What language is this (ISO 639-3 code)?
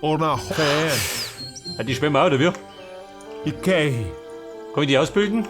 bar